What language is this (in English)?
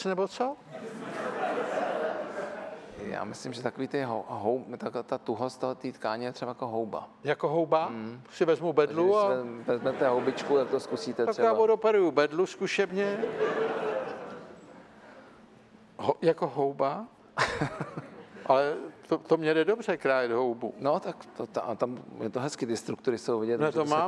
Czech